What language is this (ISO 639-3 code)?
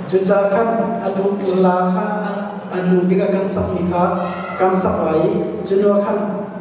cnh